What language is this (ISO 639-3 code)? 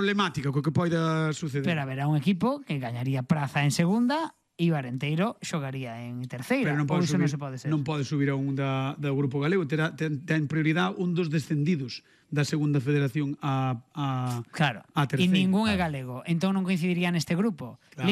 glg